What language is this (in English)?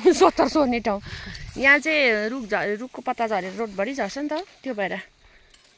Nepali